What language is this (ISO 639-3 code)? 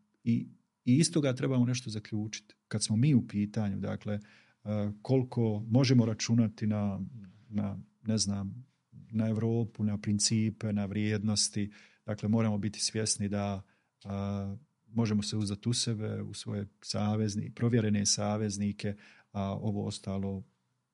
bos